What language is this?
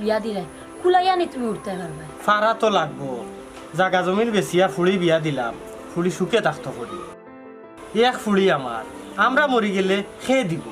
Sylheti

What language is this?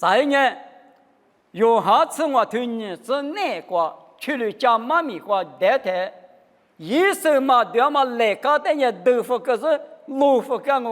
Lisu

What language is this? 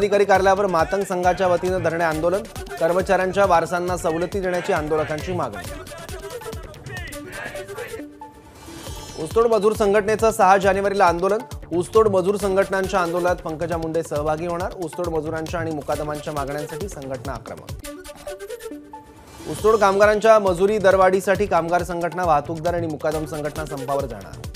Marathi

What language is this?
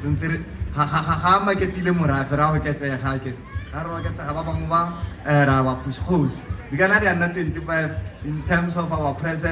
Tswana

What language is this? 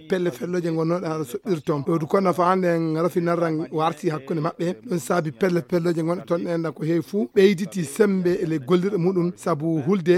Fula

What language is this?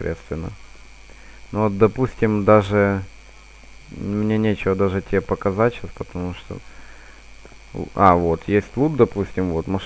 Russian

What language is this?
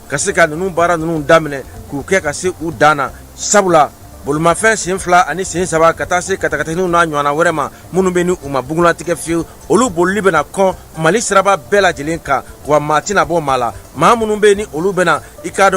Bambara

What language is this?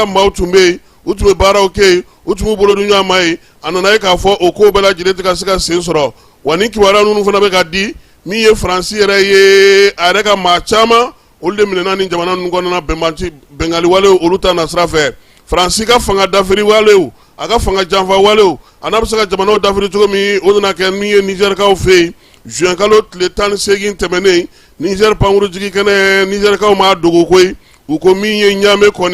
Bambara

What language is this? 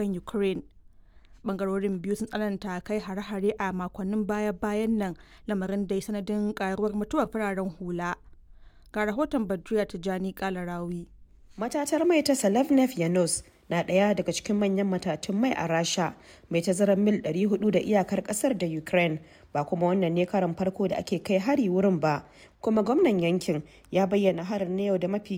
Hausa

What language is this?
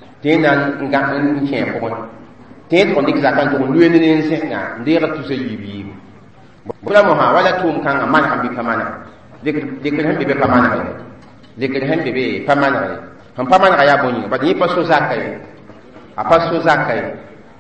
Mossi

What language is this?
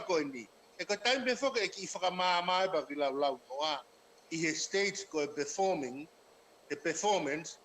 Tongan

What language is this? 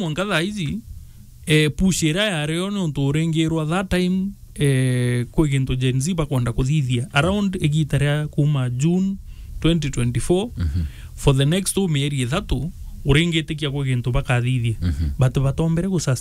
Meru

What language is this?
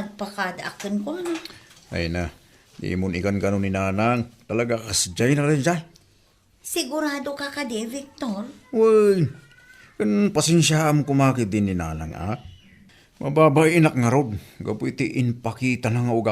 Iloko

